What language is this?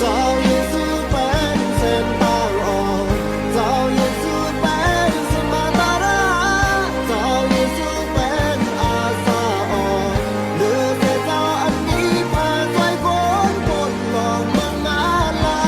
Shan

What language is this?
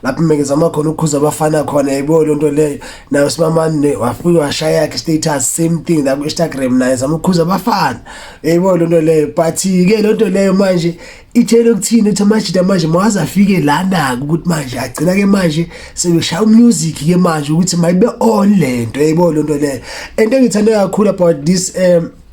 Zulu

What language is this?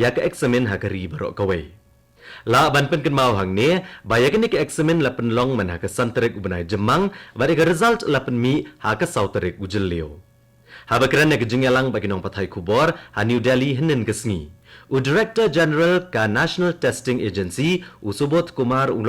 Khasi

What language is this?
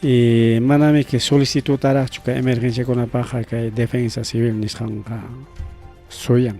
Ayacucho Quechua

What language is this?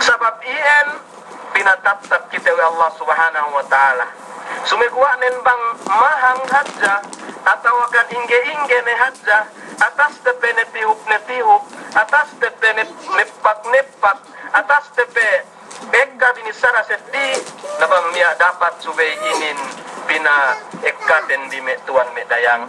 Yakan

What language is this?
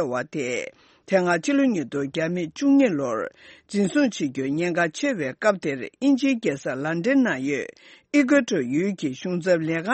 Tibetan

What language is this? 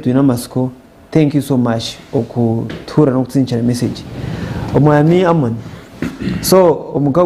Nyankole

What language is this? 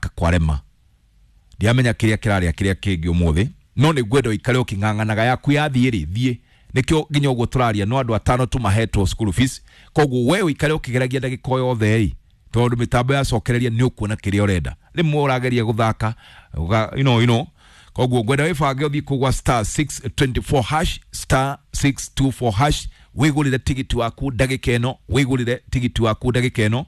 Kikuyu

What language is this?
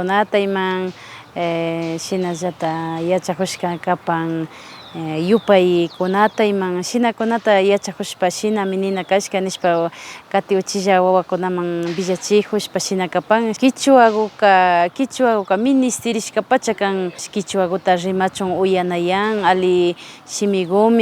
Imbabura Highland Quichua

